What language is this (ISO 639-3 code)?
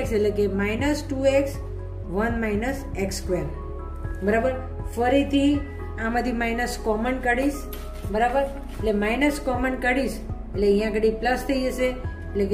guj